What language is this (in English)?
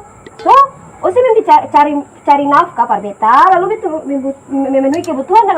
Ambonese Malay